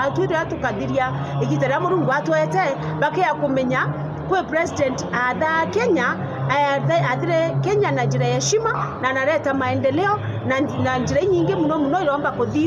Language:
Meru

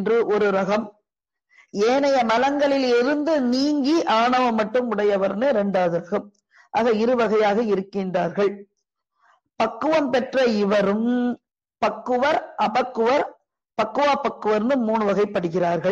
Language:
Tamil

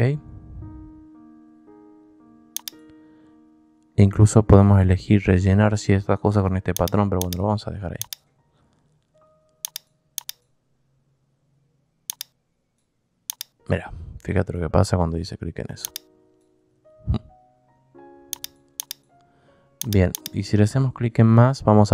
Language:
Spanish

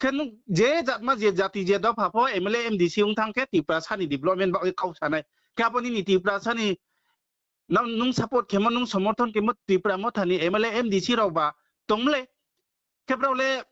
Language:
Riang (India)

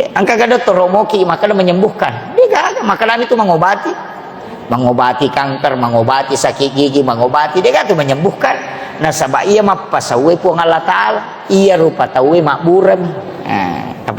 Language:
Buginese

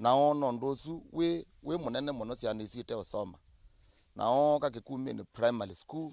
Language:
Kamba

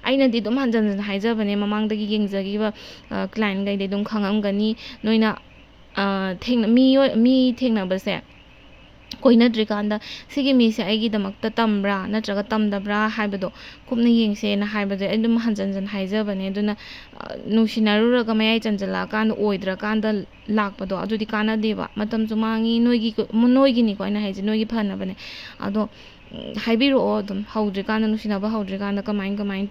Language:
Manipuri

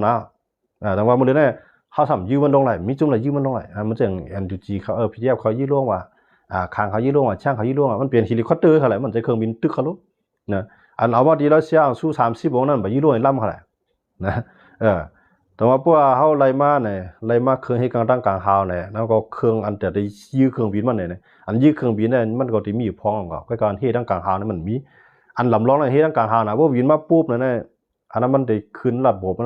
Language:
Shan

